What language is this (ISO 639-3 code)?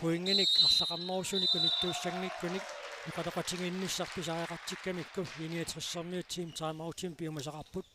kal